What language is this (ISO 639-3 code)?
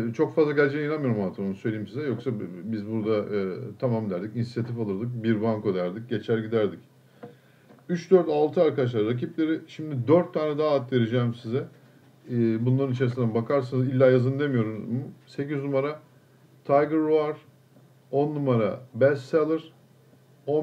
tur